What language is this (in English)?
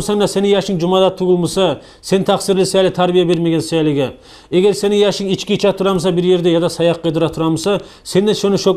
Kumyk